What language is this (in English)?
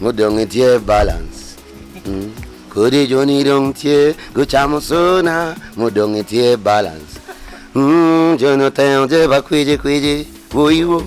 Acoli